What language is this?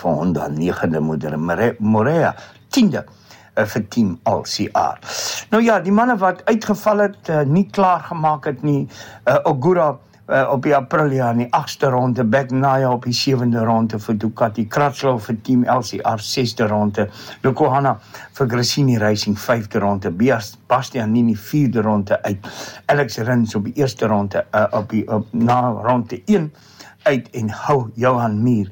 Afrikaans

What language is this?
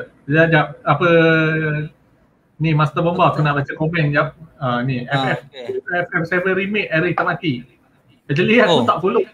Malay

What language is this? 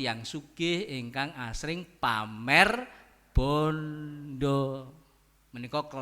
Javanese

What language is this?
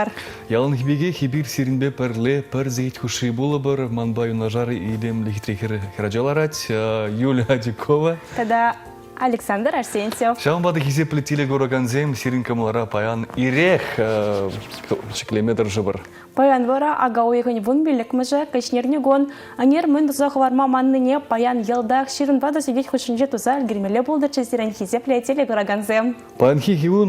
Chuvash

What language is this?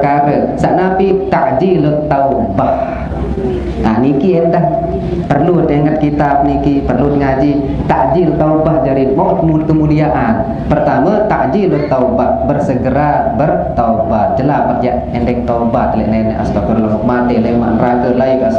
Sasak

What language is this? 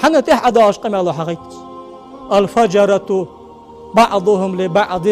Ingush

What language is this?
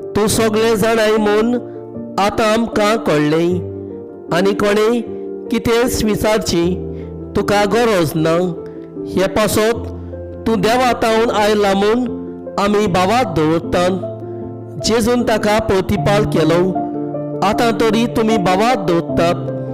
Konkani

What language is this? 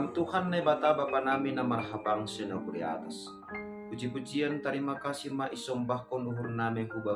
Batak Simalungun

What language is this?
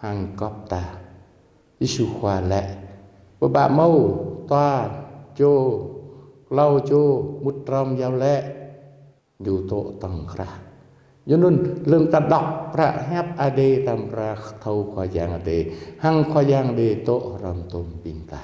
Jarai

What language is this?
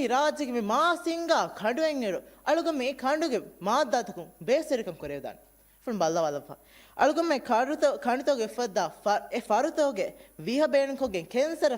Divehi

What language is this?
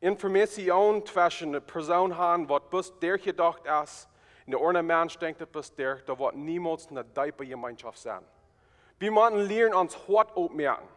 Plautdietsch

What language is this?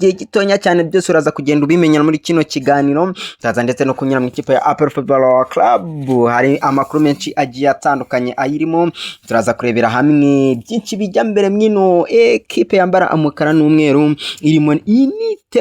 Kinyarwanda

